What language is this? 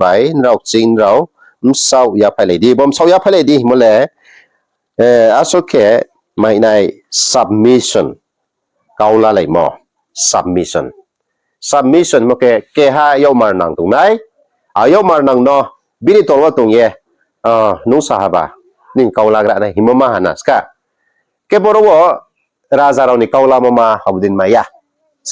Riang (India)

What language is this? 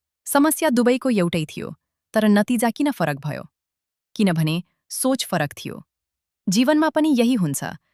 Nepali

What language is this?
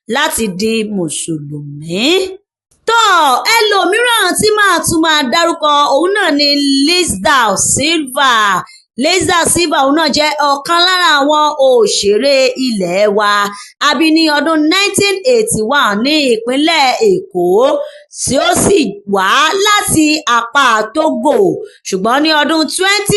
Yoruba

